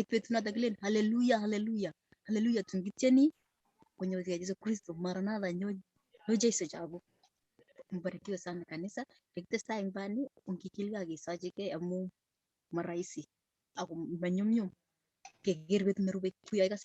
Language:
Kalenjin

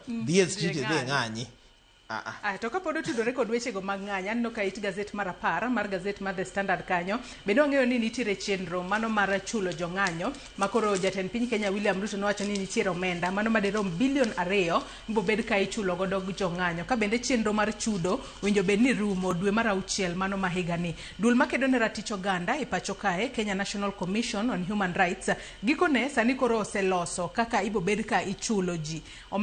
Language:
Luo (Kenya and Tanzania)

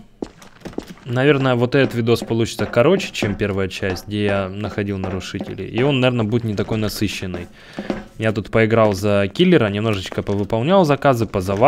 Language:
Russian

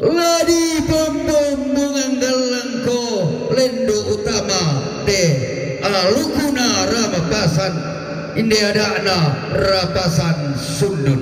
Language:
Toraja-Sa'dan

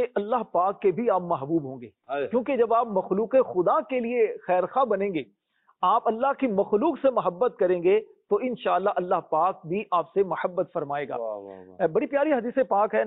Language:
Urdu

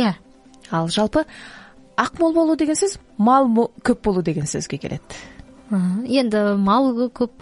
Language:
Kazakh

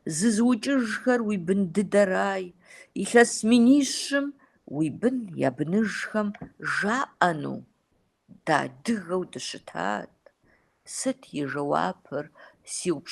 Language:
Kabardian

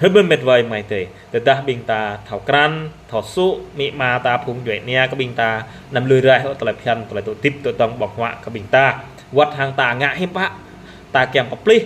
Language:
Jarai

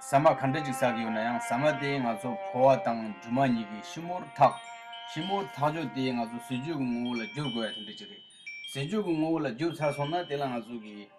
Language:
Tibetan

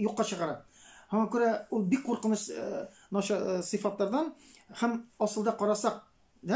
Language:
Tatar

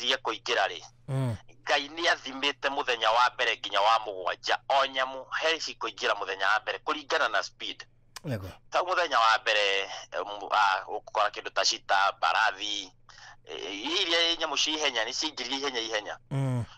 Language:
Kikuyu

